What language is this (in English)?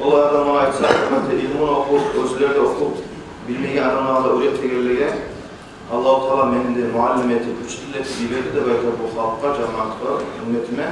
Kumyk